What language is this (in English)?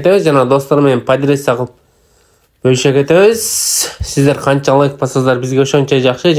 Kyrgyz